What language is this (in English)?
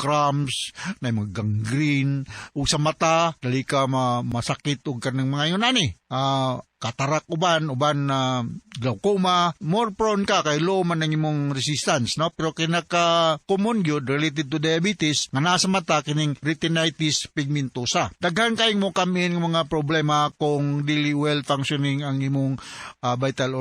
Cebuano